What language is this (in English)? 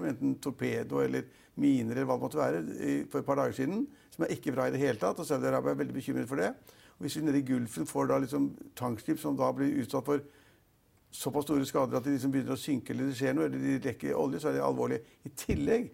Norwegian